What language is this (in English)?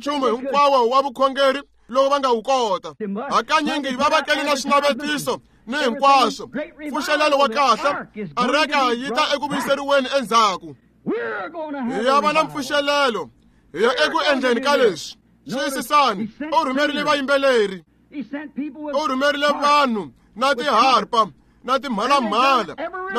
Tsonga